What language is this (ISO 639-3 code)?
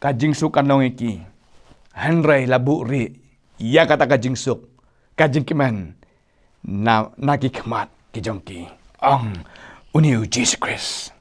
kha